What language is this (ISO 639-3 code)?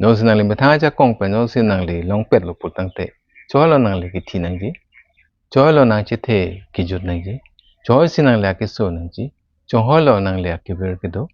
mjw